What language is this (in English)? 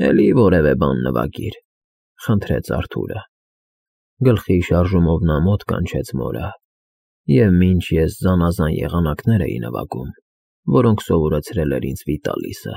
Armenian